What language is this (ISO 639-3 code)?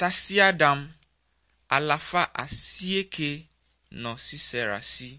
ewe